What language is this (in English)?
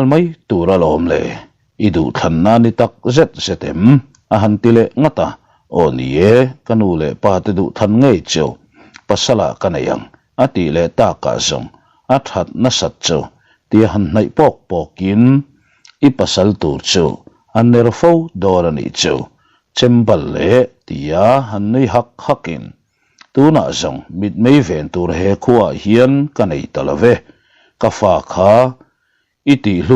Mizo